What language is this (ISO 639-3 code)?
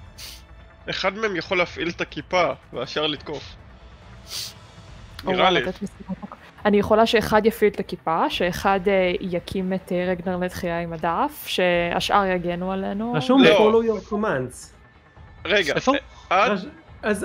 heb